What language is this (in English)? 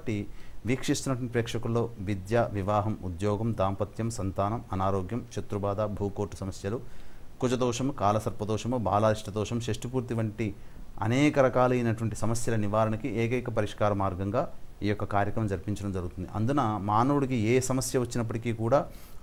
Telugu